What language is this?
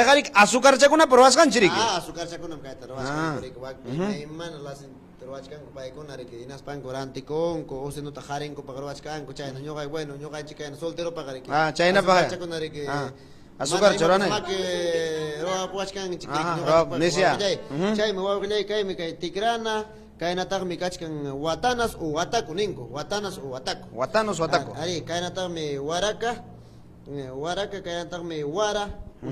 Ayacucho Quechua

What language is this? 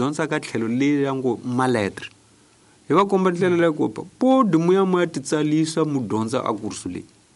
Tsonga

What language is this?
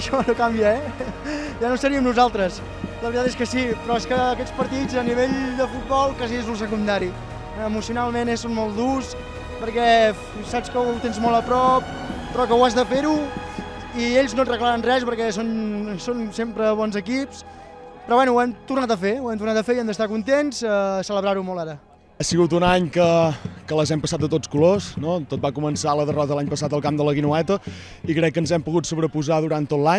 Catalan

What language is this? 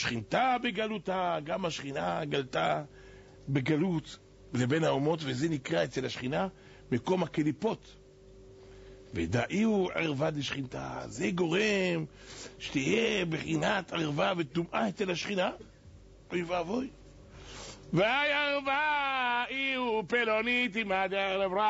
Hebrew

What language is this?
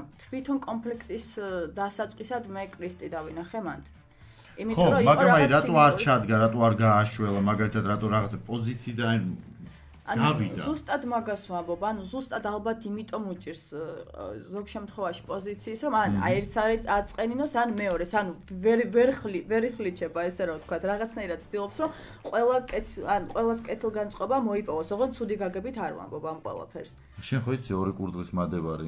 Georgian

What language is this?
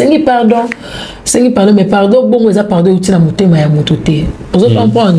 Lingala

